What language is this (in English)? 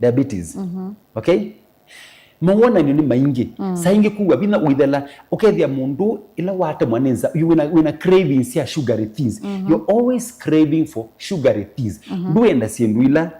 Kamba